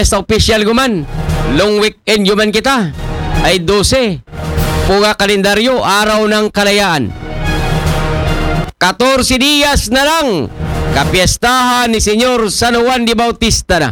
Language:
Filipino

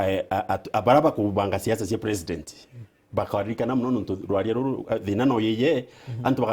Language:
Meru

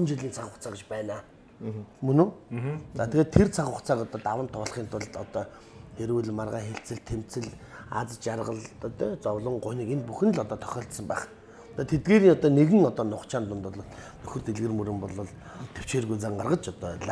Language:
Mongolian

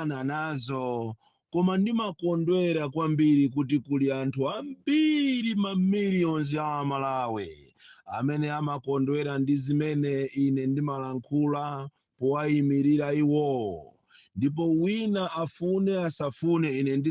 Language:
Nyanja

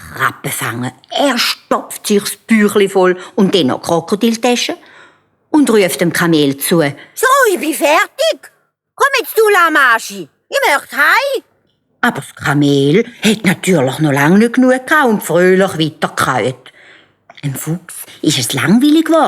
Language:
Swiss German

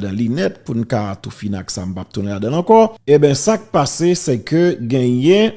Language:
Haitian Creole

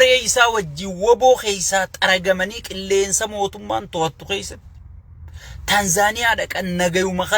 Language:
Oromo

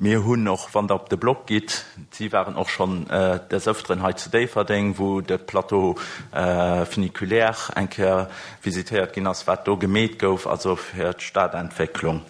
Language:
Luxembourgish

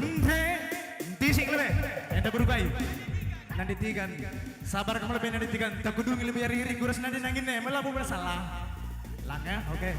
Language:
Batak Karo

